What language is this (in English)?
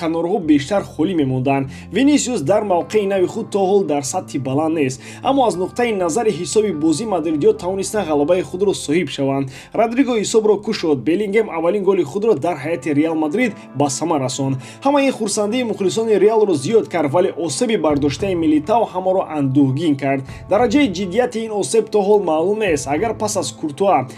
Tajik